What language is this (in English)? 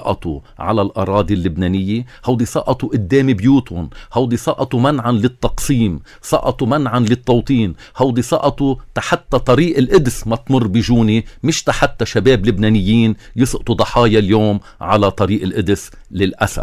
North Levantine Arabic